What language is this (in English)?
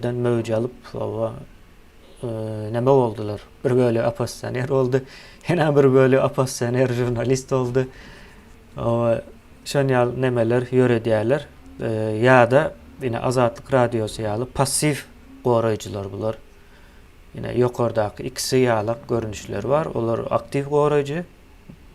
Turkmen